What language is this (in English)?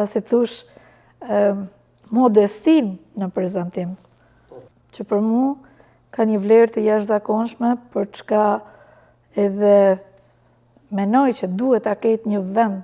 Albanian